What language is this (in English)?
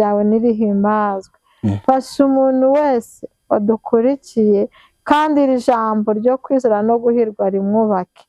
Kinyarwanda